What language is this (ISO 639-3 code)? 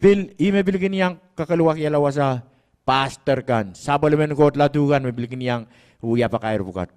pon